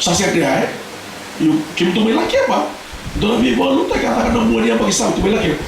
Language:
Fijian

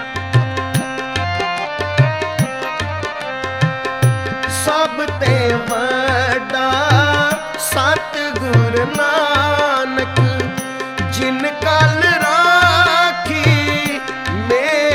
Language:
Punjabi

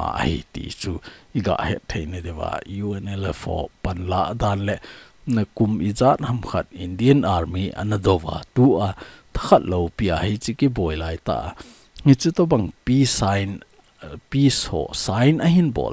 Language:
Thado Chin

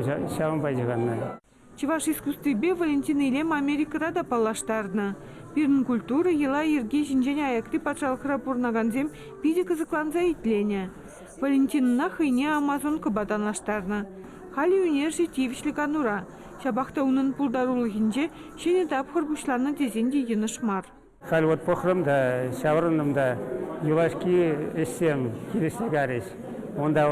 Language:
Chuvash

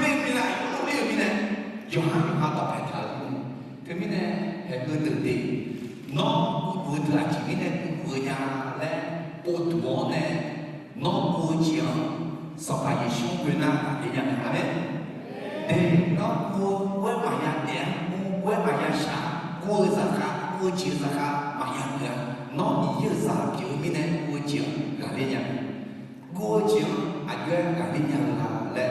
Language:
Akha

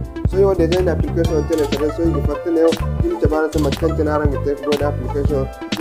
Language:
Zarma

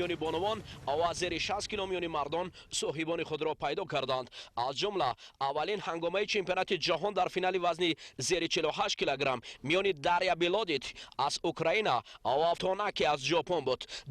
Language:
Tajik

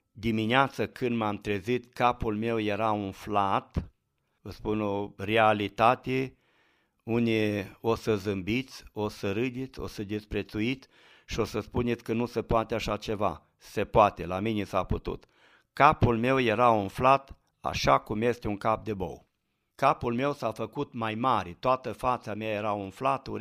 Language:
Romanian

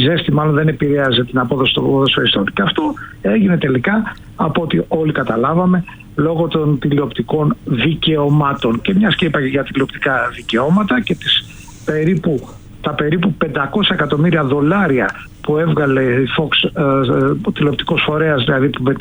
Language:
Greek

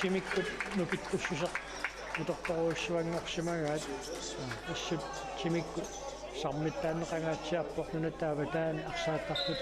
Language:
Kalaallisut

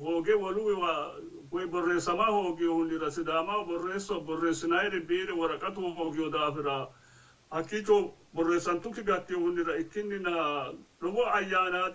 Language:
Sidamo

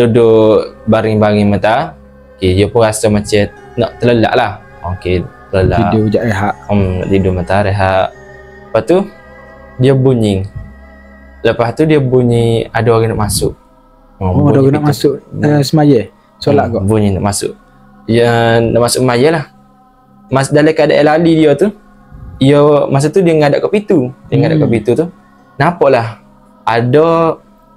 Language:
Malay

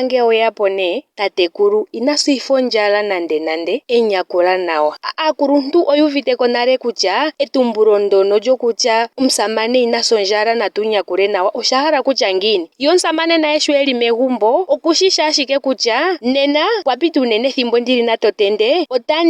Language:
Ndonga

